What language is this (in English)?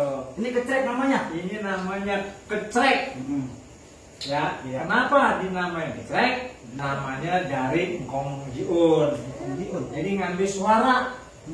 Betawi